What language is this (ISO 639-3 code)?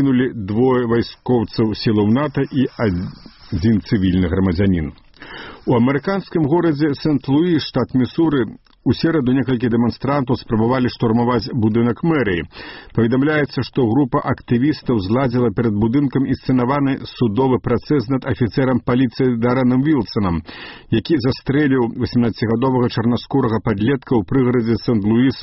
bel